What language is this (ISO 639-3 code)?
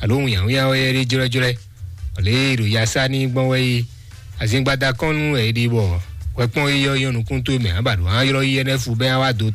fon